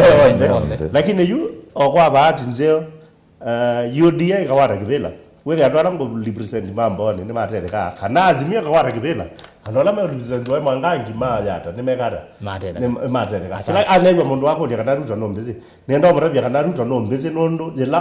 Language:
Kamba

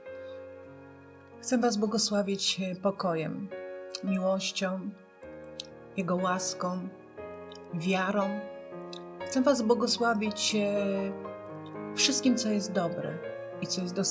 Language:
Polish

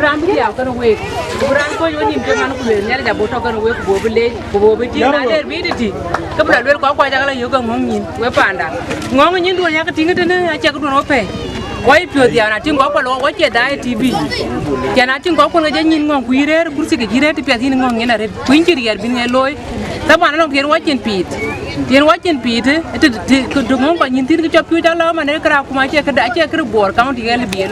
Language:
Dinka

